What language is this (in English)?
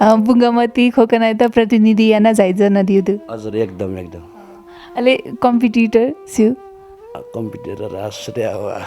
Newari